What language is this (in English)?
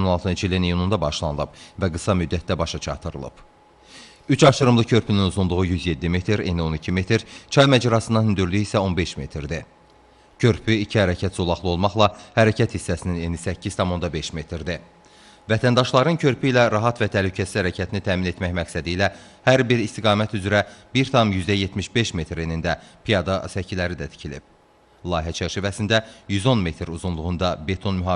Azerbaijani